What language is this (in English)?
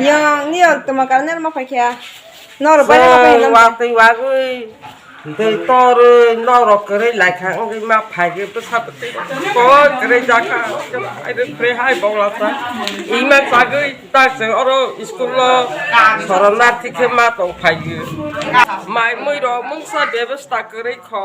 Kok Borok